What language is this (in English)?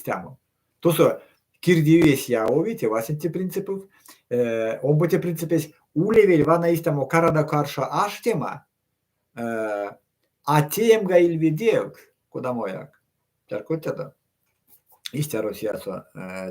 Erzya